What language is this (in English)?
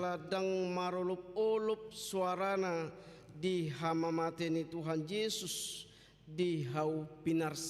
Batak Toba